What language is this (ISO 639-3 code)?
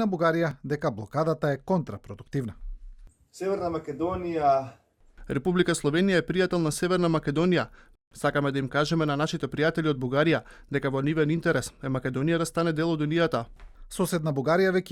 mkd